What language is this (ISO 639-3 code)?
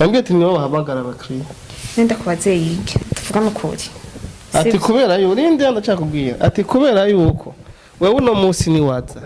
run